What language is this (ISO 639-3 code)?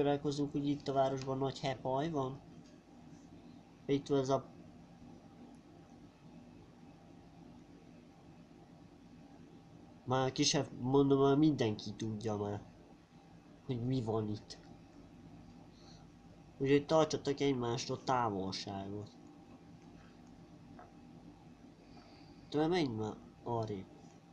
hun